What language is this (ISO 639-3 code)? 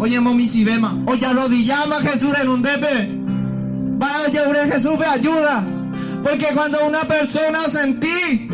grn